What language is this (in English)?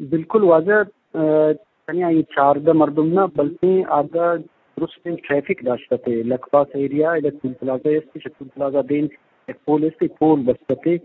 Eastern Balochi